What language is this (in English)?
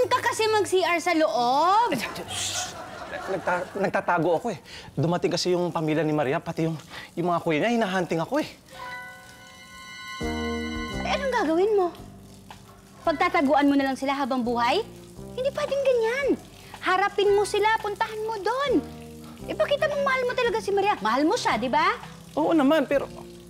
Filipino